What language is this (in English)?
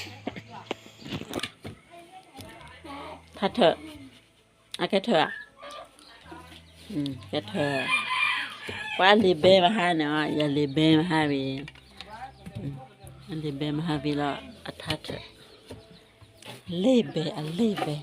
S'gaw Karen